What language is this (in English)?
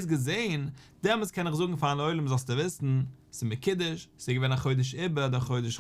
Yiddish